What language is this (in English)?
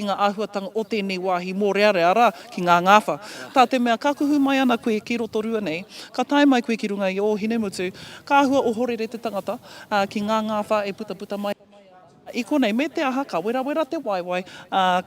Māori